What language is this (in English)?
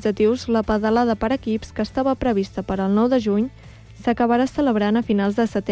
Catalan